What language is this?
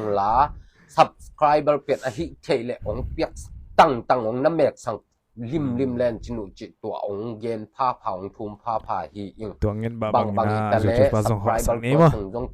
Tedim Chin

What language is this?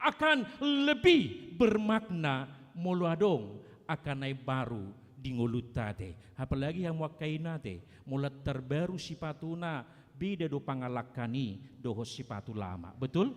Batak Toba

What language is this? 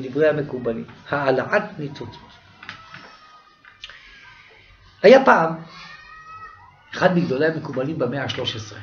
Hebrew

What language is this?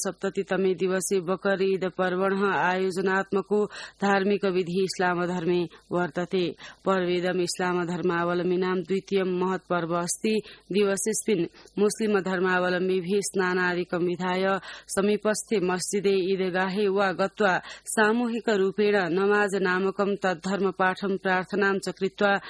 Sanskrit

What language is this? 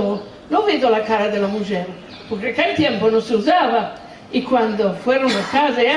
Ladino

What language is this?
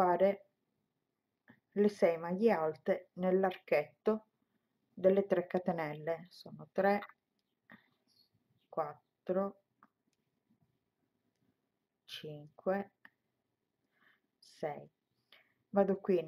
Italian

